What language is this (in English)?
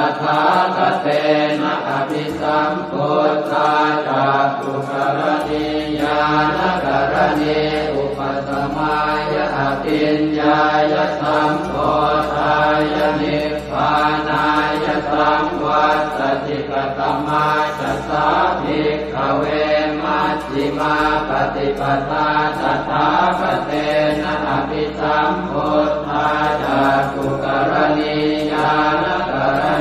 Pali